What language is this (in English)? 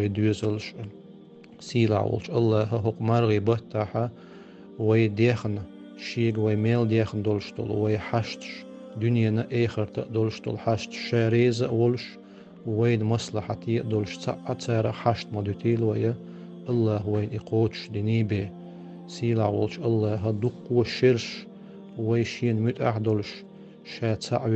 Chechen